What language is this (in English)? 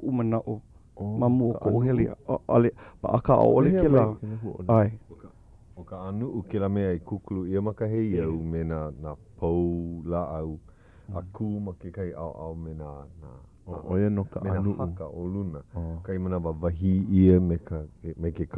Hawaiian